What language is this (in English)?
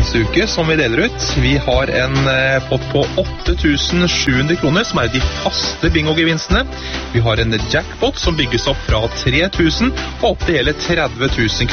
Norwegian